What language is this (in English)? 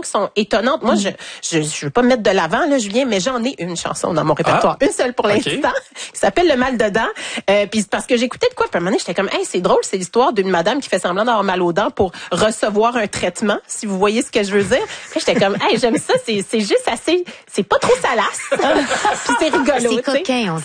French